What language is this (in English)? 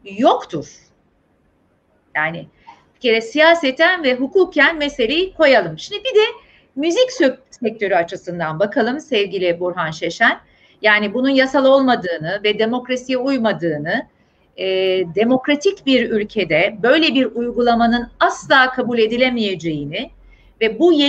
Turkish